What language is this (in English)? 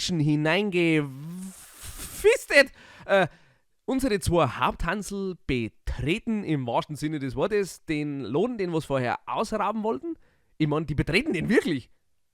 Bavarian